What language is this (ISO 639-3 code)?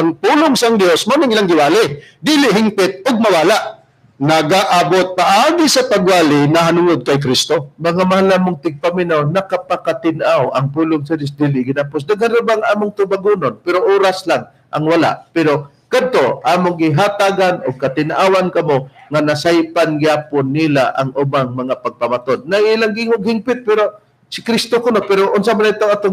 ceb